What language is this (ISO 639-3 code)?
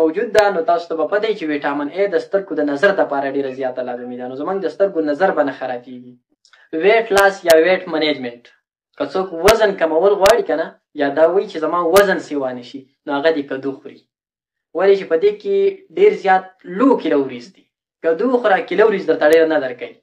pus